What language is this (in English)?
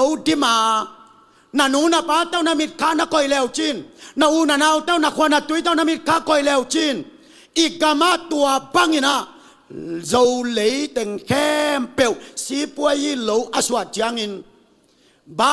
Tedim Chin